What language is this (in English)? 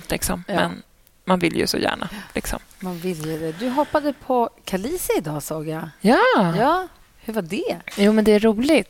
Swedish